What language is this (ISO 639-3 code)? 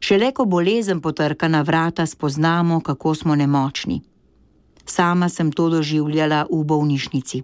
slv